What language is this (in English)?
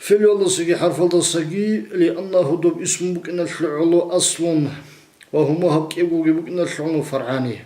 Avaric